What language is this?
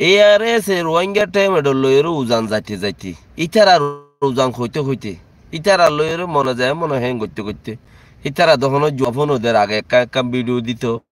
Rohingya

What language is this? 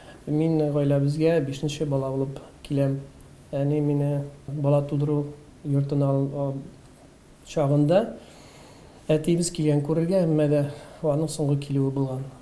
Tatar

